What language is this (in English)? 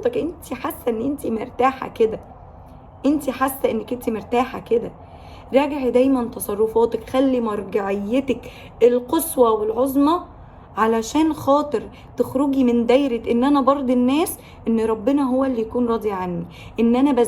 Egyptian Arabic